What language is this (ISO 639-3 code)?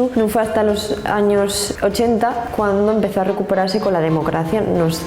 ast